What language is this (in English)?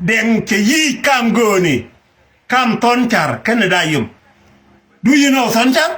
Nuer